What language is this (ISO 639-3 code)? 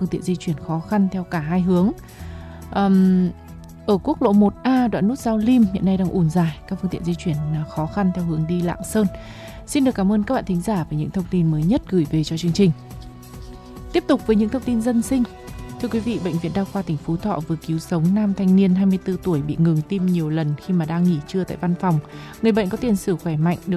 vie